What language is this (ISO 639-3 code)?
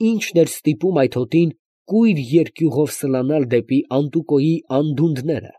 hye